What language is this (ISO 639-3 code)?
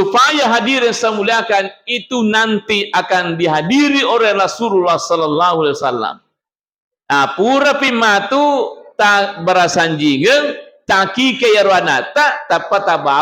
bug